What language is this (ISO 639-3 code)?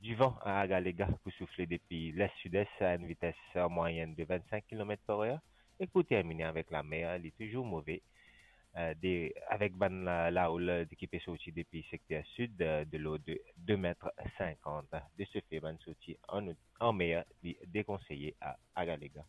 mfe